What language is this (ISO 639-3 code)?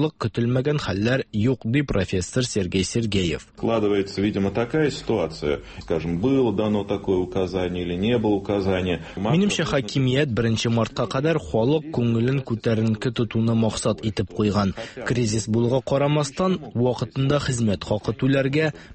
tat